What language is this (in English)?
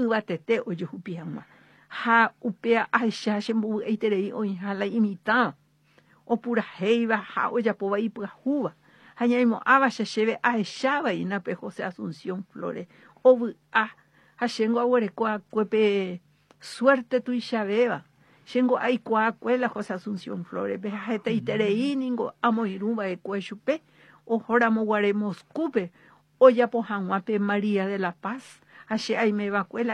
Guarani